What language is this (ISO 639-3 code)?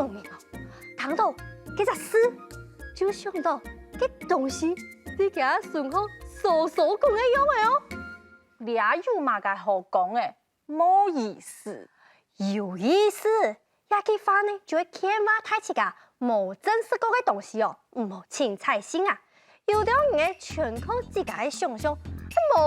hak